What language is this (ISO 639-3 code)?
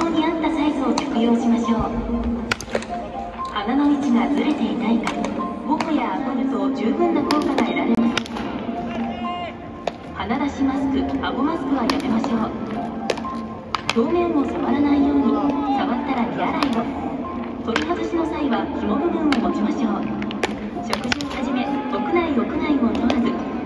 jpn